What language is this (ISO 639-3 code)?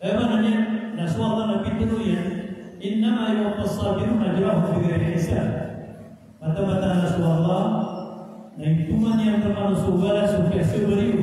mrw